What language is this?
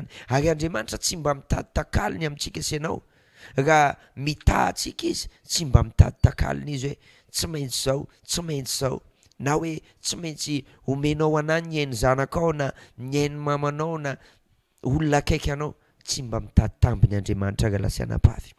Malagasy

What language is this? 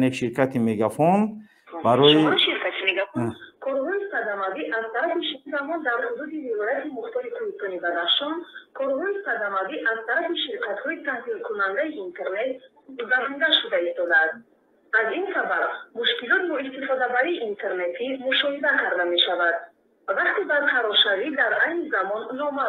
Tajik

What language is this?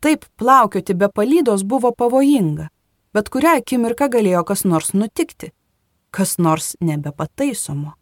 Lithuanian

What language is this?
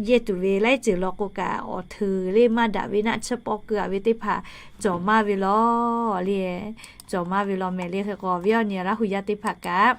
Lahu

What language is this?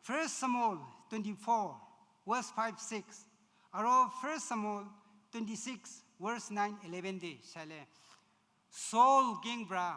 Naga Pidgin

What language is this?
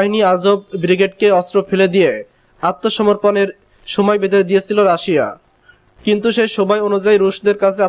Bangla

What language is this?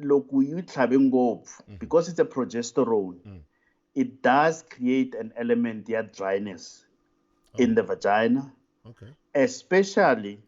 Tsonga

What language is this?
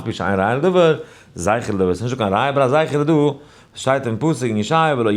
Yiddish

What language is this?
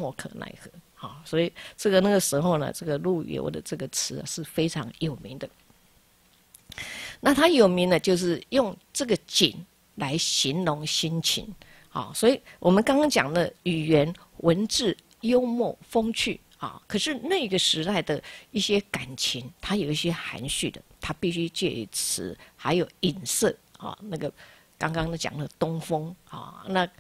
Chinese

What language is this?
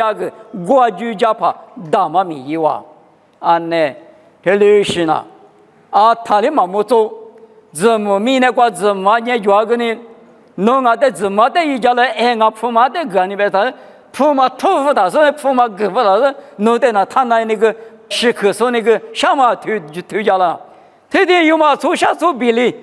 Lisu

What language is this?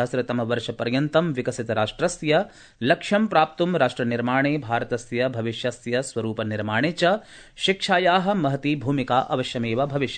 Sanskrit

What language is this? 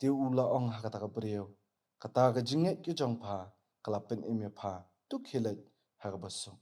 Khasi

